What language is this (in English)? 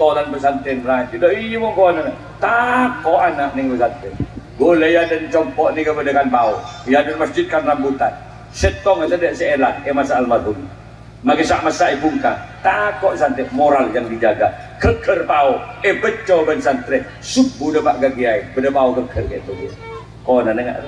Madurese